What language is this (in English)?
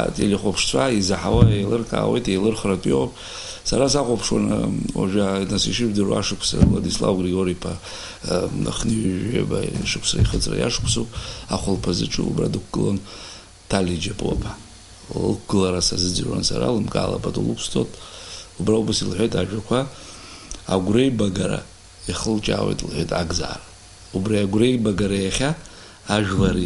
Abkhazian